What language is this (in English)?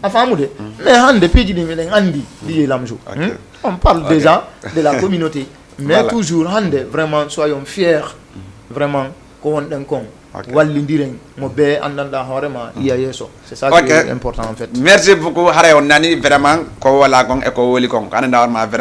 Fula